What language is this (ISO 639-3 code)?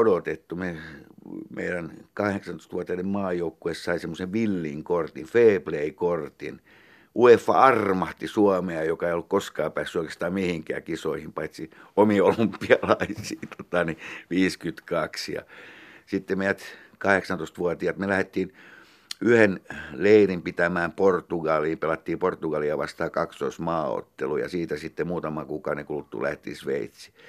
fin